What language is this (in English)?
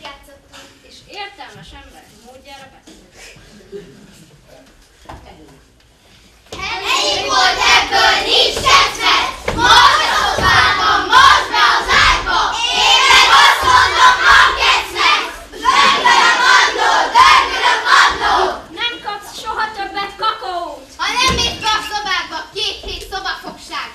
Hungarian